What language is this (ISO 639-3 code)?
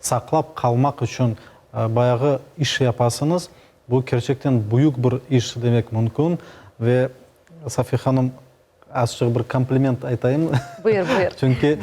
crh